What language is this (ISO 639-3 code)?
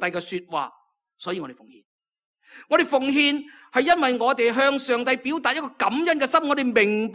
yue